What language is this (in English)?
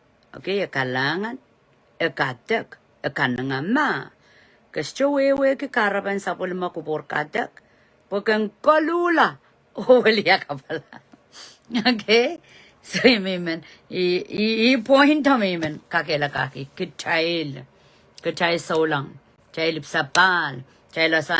Pohnpeian